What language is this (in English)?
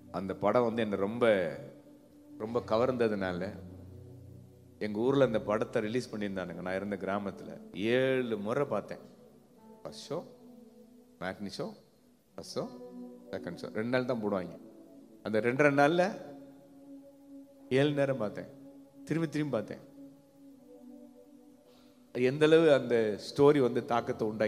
Tamil